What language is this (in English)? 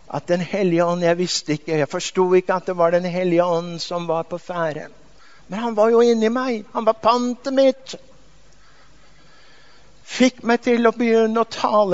Norwegian